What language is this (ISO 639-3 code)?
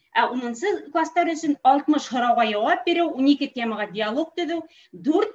bak